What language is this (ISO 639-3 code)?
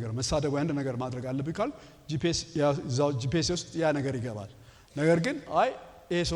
amh